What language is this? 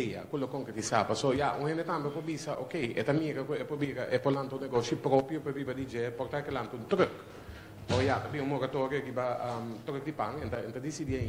Papiamento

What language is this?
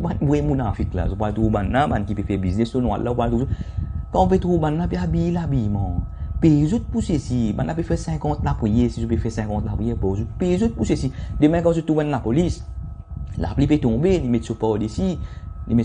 Morisyen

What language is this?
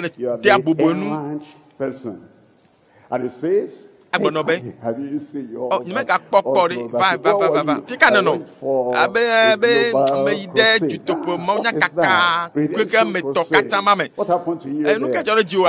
Ewe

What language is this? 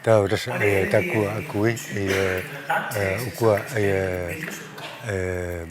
Kalaallisut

